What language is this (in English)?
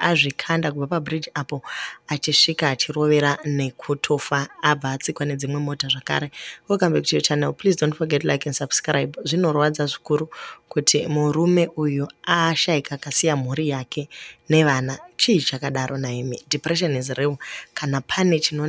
Shona